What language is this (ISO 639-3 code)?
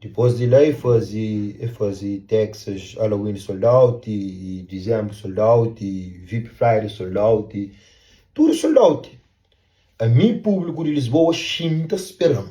kea